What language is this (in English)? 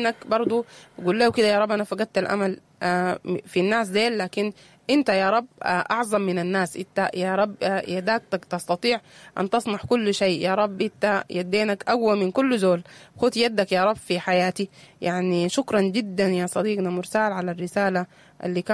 Sudanese Arabic